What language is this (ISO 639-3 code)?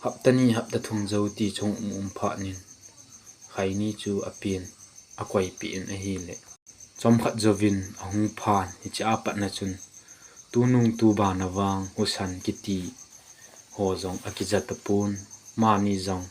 tcz